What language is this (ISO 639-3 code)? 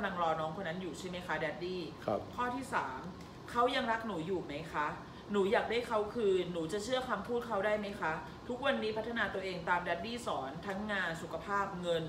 tha